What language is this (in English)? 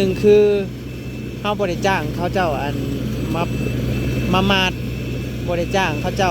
Northeastern Thai